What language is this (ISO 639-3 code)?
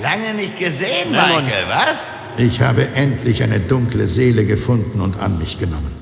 bar